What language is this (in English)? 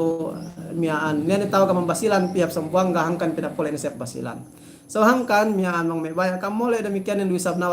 Yakan